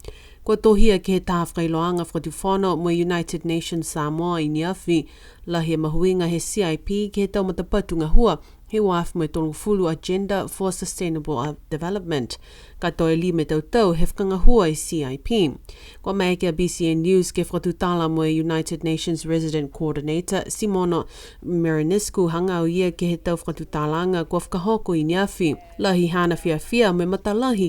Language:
Niuean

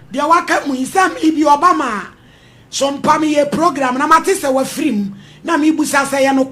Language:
Akan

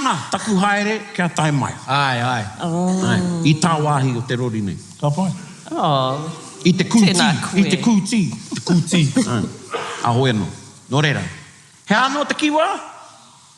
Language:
Māori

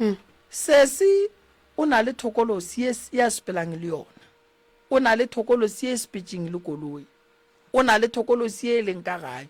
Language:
Northern Sotho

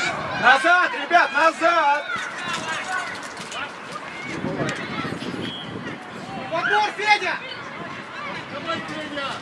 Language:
Russian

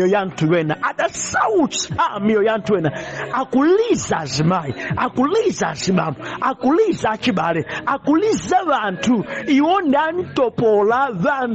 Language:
Nyanja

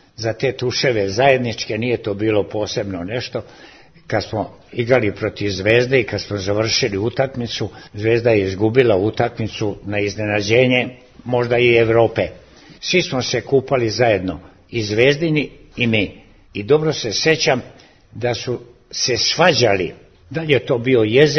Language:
Serbian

